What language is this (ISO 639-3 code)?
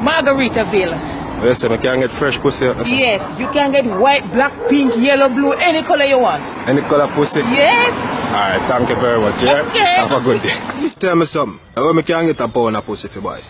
jam